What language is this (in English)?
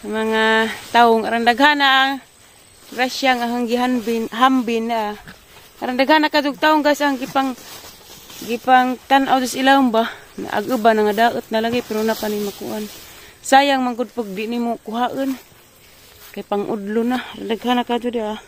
Cebuano